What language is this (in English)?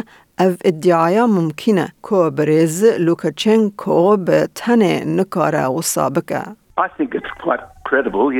Kurdish